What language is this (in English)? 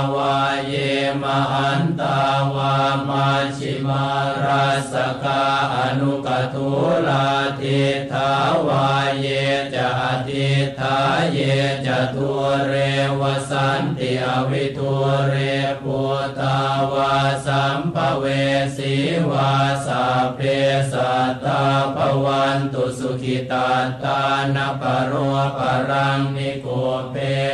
Pali